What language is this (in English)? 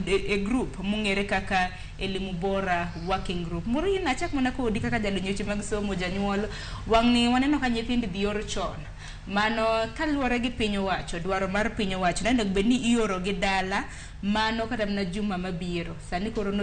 Luo (Kenya and Tanzania)